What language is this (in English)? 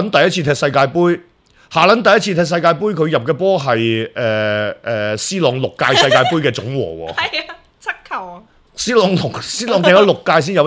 Cantonese